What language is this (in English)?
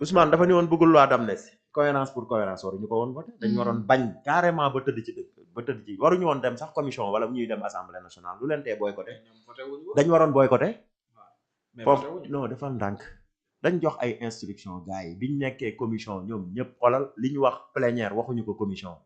Wolof